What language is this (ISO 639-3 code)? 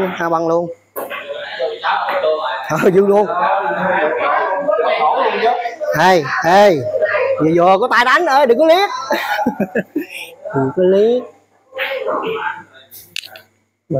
vie